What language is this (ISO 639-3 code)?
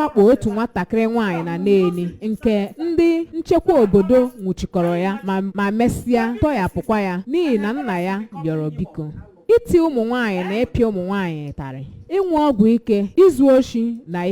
ibo